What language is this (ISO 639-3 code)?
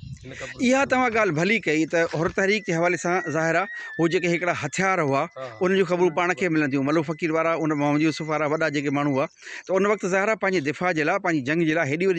snd